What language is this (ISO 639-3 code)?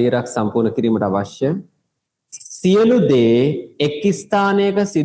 sin